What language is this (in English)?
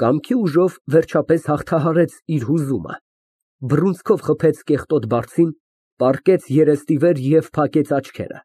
Armenian